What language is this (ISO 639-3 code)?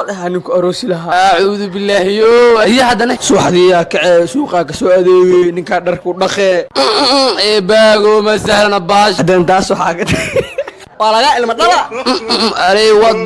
som